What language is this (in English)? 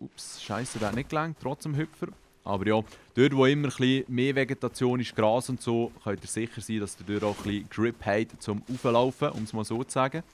Swiss German